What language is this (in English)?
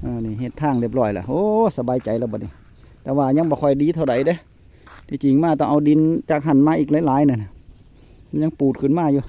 Northeastern Thai